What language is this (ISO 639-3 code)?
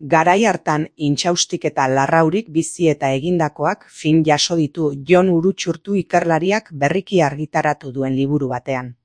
eus